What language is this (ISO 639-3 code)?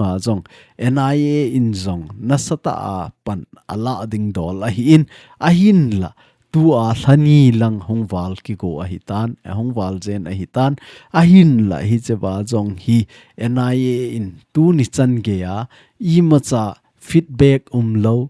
tcz